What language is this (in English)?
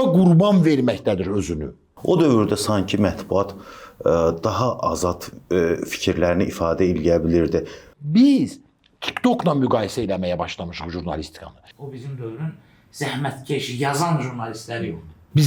Azerbaijani